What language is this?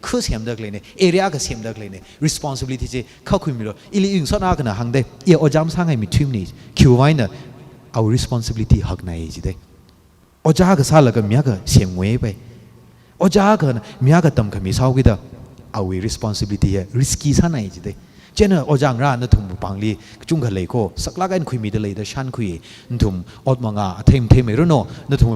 Tangkhul Naga (India)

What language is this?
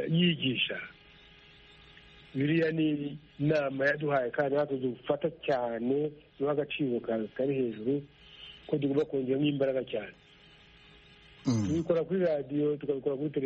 Kinyarwanda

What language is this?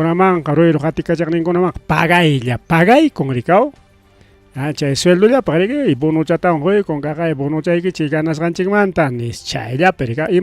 Ayacucho Quechua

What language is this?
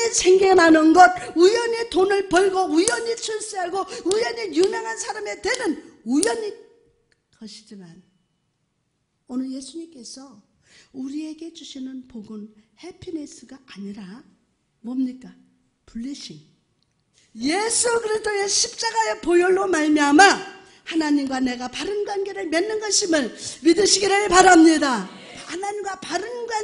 Korean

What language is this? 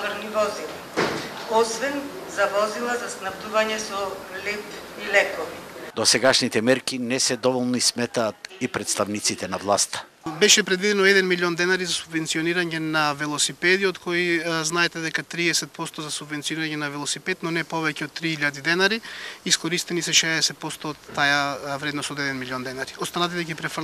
Macedonian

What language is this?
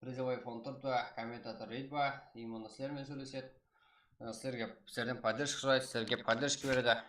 Kara-Kalpak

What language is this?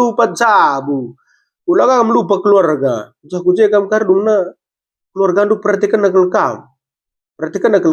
Batak Karo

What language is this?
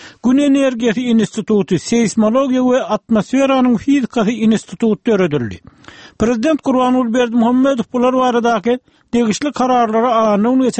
Turkmen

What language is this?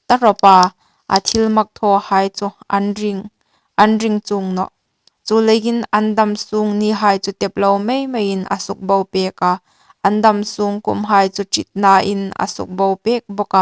Hmar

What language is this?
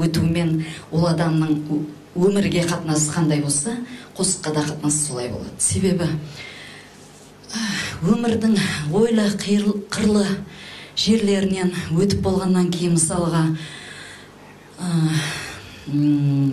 Kara-Kalpak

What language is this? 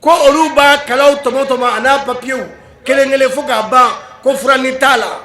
Bambara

